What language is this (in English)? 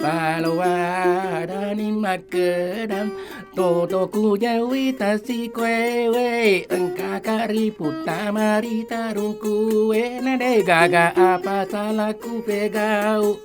Buginese